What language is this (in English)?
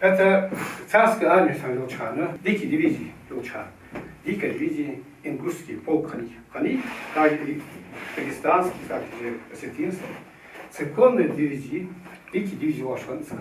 Ingush